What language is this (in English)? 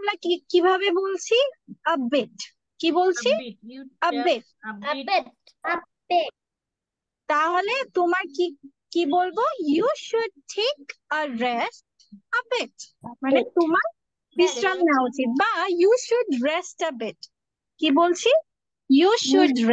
Bangla